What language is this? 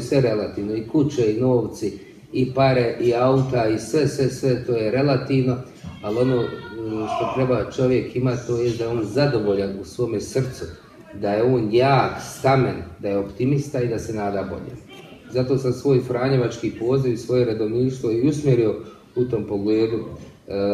Croatian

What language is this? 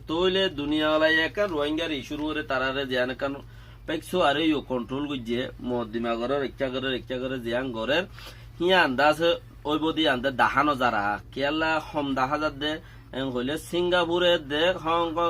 Rohingya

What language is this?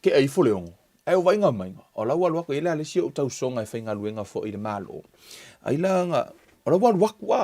Samoan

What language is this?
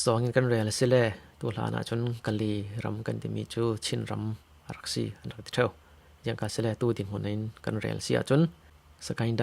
Falam Chin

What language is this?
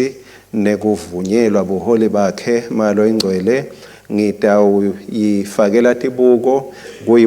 Swati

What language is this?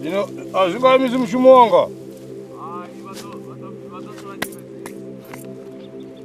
Venda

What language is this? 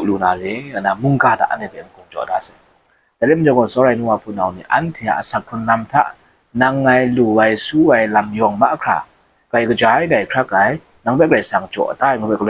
Kachin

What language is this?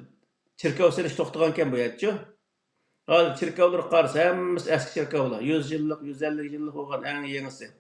Uyghur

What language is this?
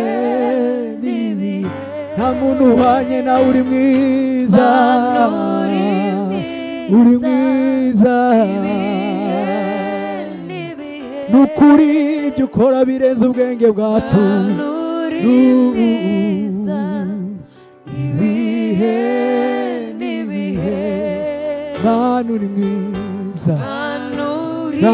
Kinyarwanda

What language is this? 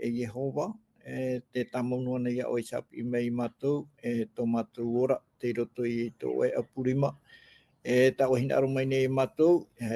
Tahitian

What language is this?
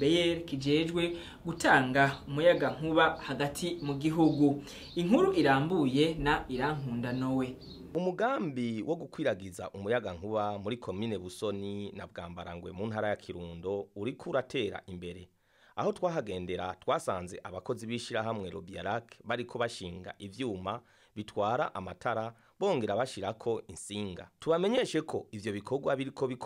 Rundi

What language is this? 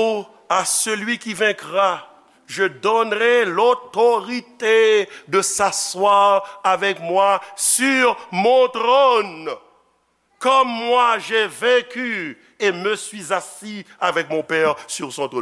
Haitian Creole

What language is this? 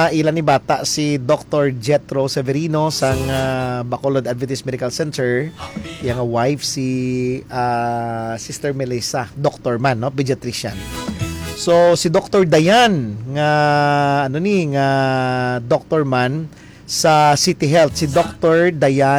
Hiligaynon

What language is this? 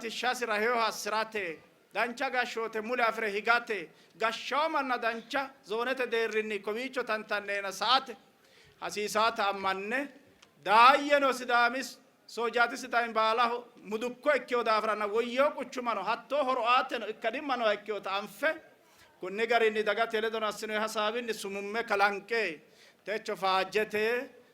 Sidamo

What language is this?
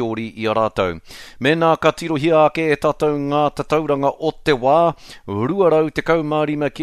Māori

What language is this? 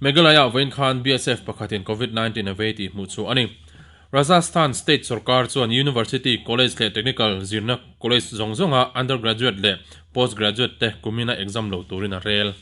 Mizo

